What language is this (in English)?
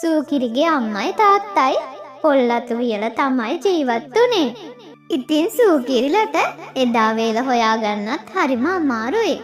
Sinhala